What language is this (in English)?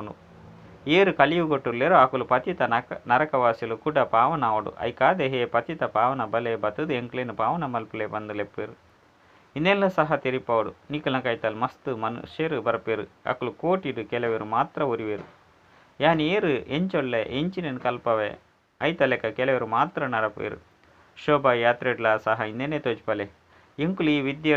Tulu